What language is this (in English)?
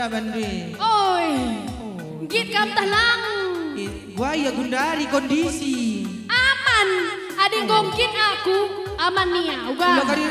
Batak Karo